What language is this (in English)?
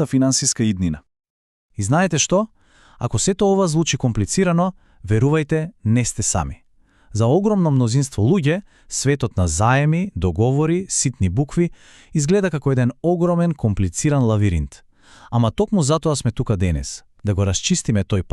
Macedonian